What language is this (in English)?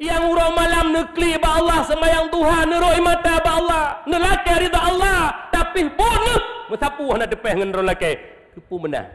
Achinese